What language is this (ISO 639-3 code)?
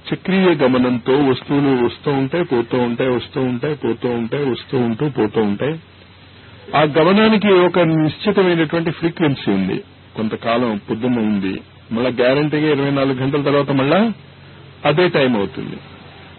tel